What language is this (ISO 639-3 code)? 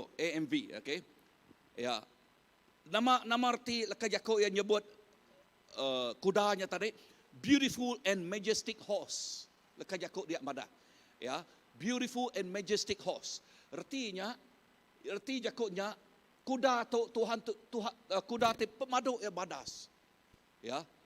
iba